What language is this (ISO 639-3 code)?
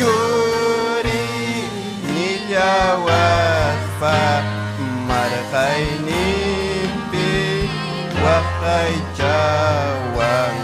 quy